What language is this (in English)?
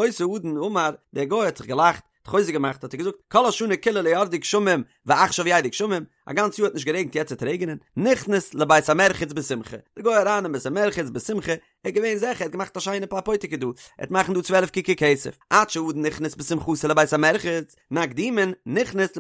Yiddish